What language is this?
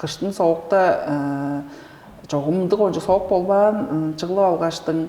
Tuvinian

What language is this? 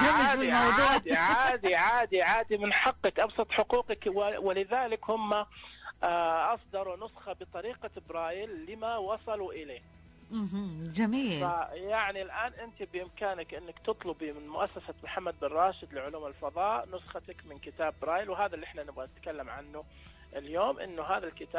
Najdi Arabic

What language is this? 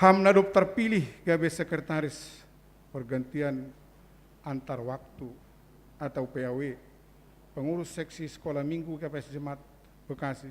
Batak Simalungun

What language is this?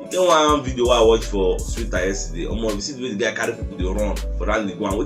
Nigerian Pidgin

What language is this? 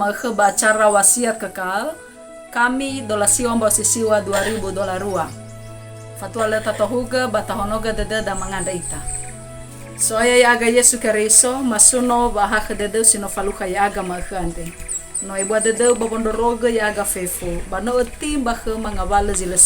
Nias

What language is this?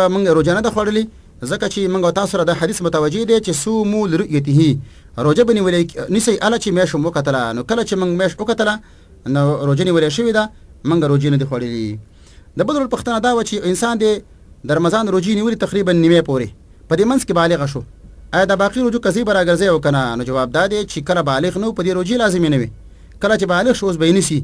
Pashto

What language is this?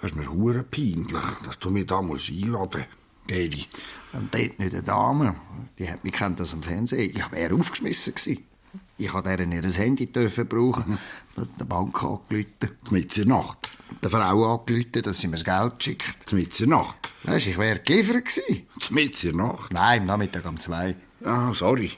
Swiss German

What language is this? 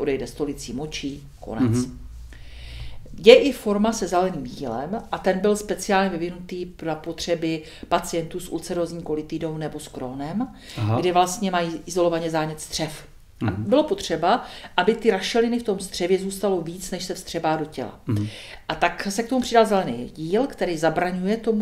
Czech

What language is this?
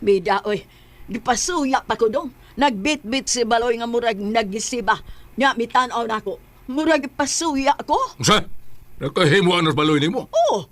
Cebuano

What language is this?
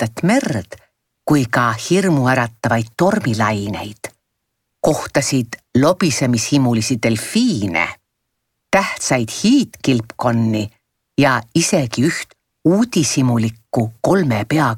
Estonian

